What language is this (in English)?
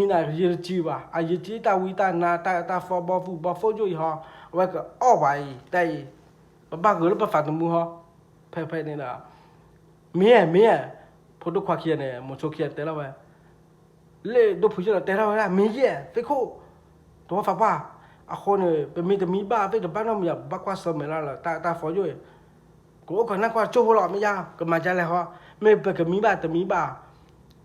S'gaw Karen